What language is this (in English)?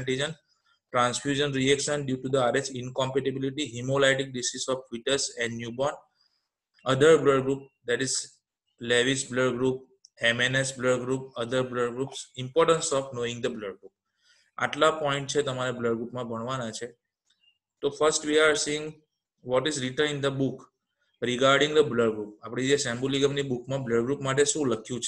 Gujarati